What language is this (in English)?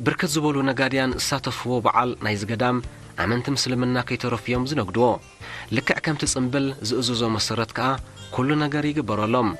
Tigrinya